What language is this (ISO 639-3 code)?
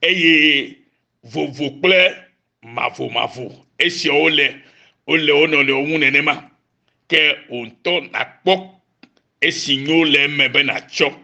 ewe